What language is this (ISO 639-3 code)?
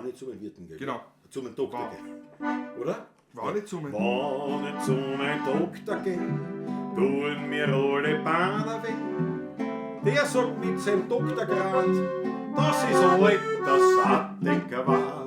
bar